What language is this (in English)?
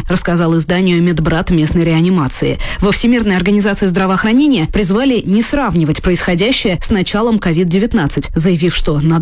Russian